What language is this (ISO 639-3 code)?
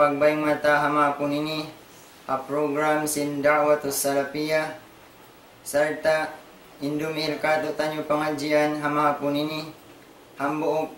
tsg